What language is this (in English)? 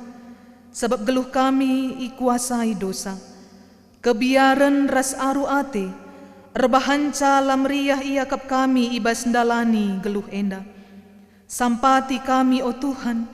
Batak Karo